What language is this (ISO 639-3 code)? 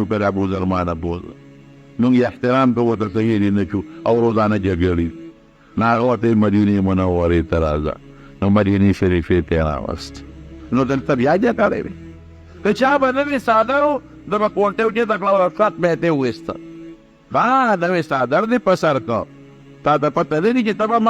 pus